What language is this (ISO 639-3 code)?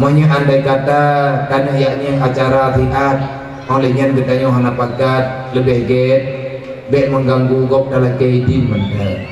ace